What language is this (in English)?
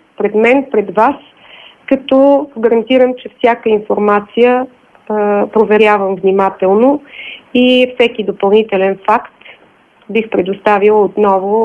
Bulgarian